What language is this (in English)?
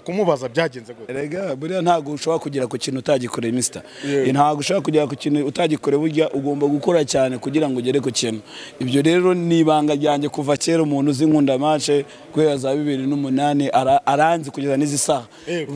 Kinyarwanda